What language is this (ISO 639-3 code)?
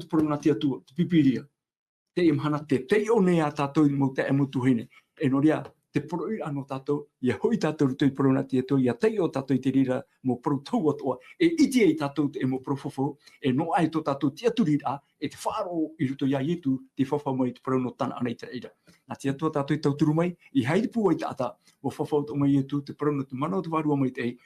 tah